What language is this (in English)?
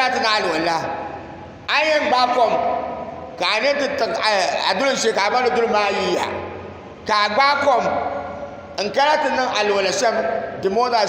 Dagbani